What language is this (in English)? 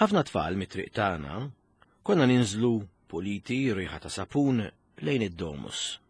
Maltese